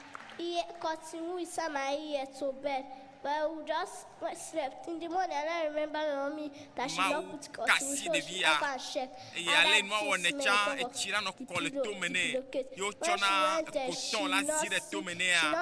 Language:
Ewe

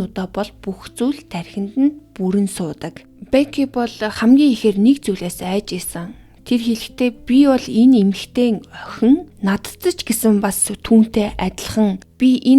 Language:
Mongolian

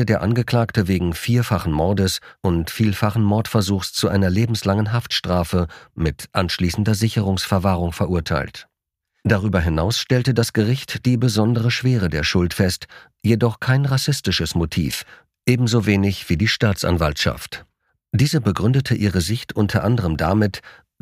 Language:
German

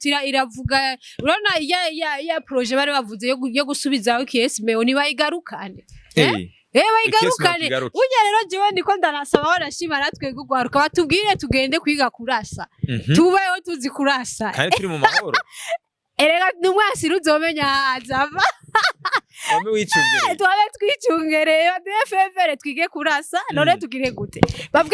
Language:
Rundi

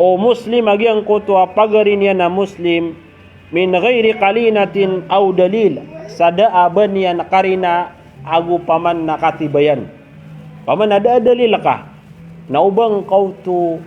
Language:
Maranao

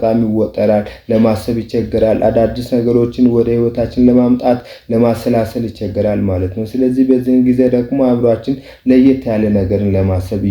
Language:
Amharic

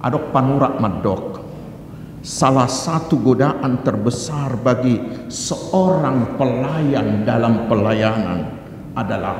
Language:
Batak Toba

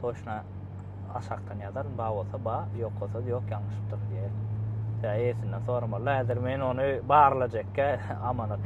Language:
Turkmen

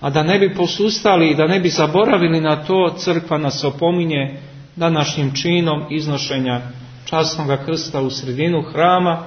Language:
Serbian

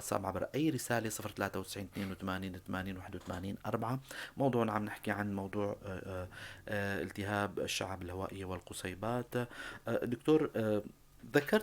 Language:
North Levantine Arabic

